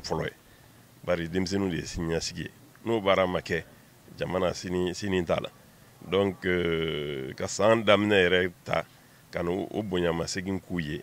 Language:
Bambara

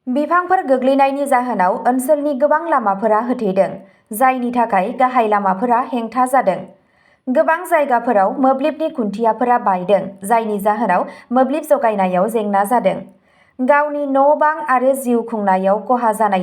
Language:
Bodo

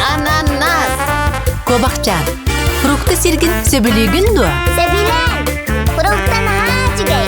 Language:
Yakut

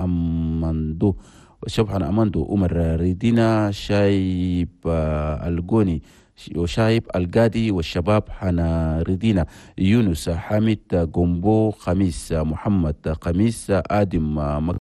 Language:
Chadian Arabic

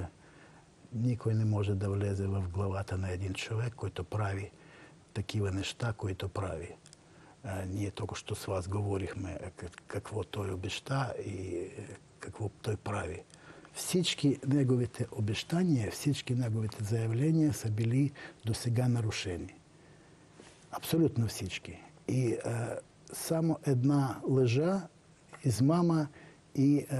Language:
Bulgarian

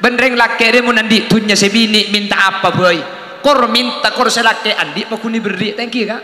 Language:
Madurese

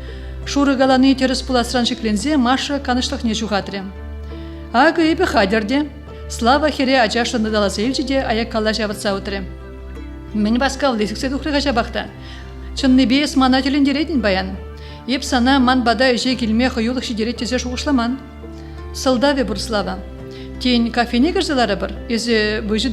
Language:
Chuvash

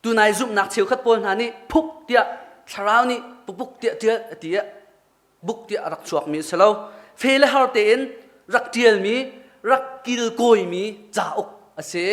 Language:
Hakha Chin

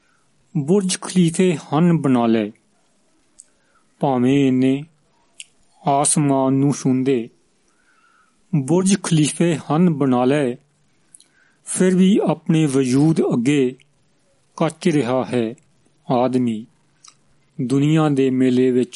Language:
Punjabi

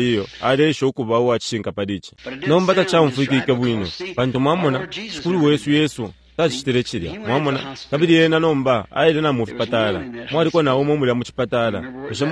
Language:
Bemba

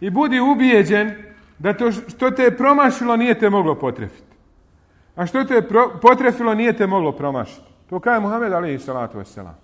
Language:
Bosnian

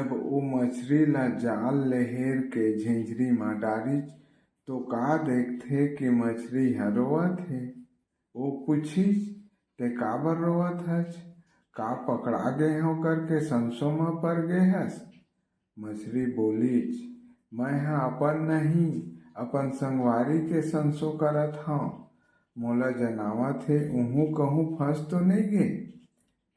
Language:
Chhattisgarhi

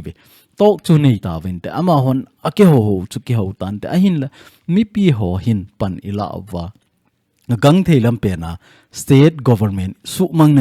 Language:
Thado Chin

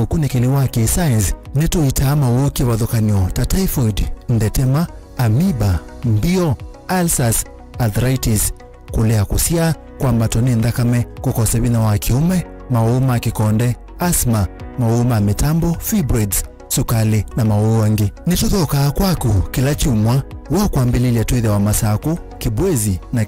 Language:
Kamba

